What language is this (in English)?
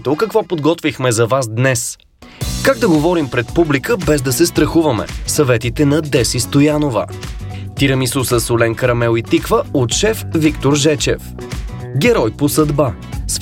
Bulgarian